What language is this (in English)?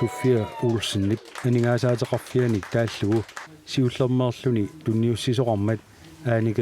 Kalaallisut